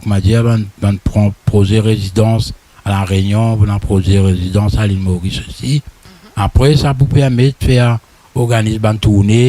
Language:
Morisyen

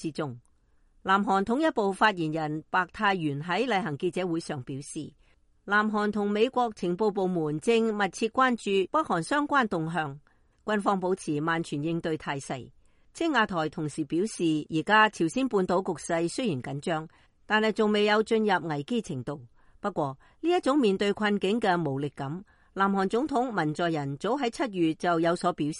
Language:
Cantonese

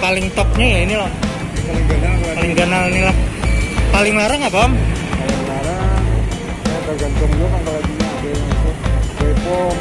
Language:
Banjar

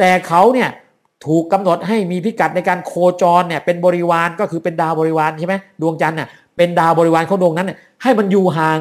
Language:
Thai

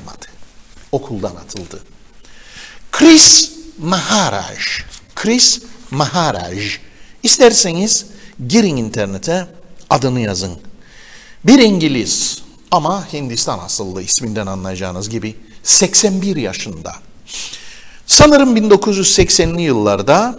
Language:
Turkish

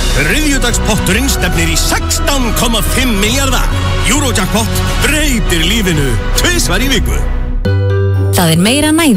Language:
Icelandic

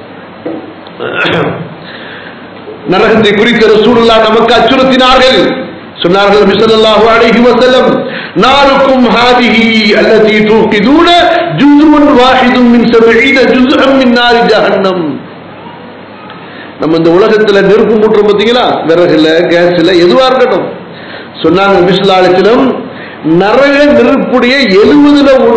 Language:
Tamil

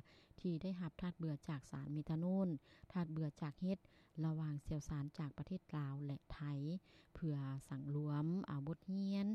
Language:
Lao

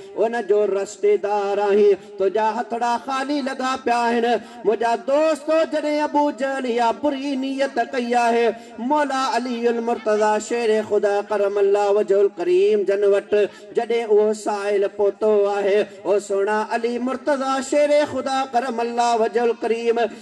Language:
Sindhi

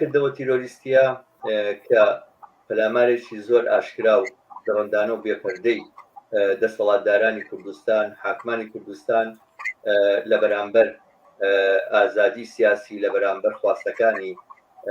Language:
Central Kurdish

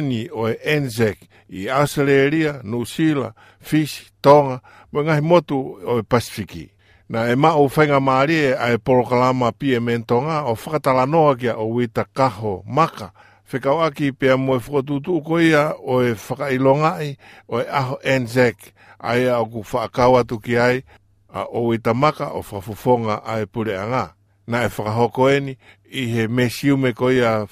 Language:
Tongan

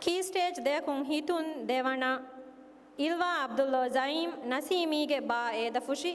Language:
Divehi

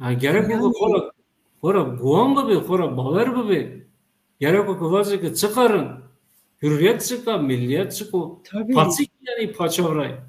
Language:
Zaza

